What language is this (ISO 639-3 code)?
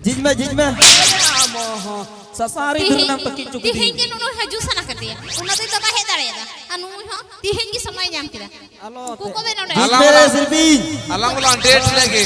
sat